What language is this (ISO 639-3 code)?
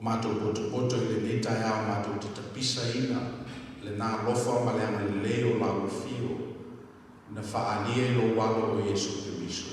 smo